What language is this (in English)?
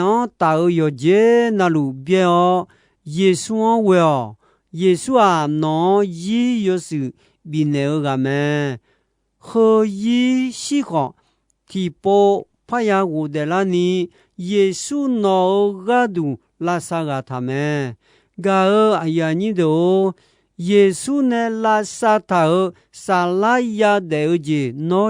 Akha